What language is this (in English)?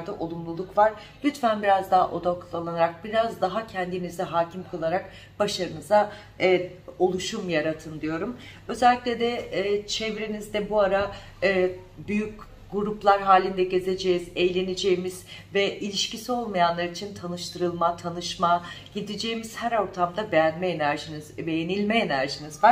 Turkish